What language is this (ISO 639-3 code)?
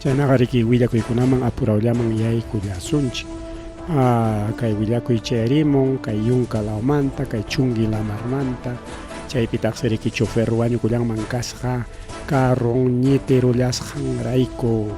quy